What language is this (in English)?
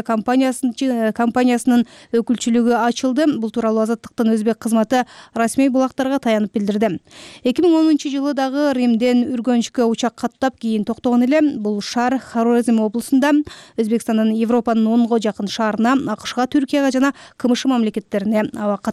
Kyrgyz